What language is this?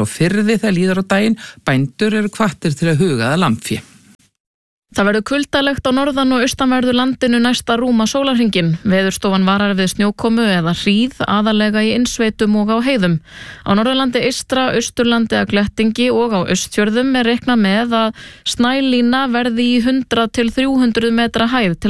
Icelandic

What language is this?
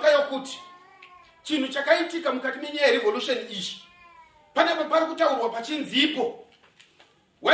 Shona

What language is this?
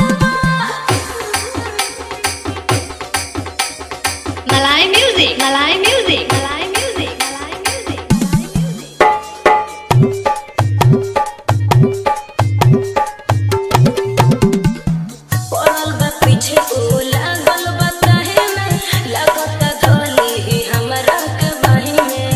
Bhojpuri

